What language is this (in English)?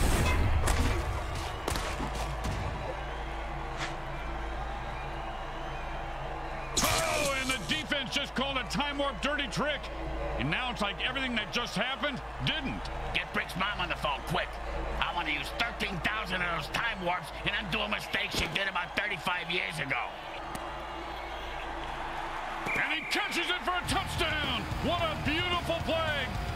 English